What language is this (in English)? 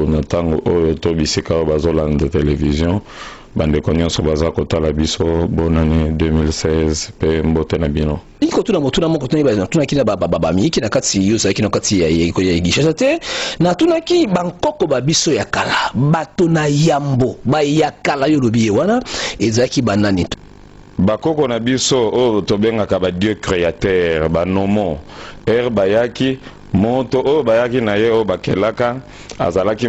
Lingala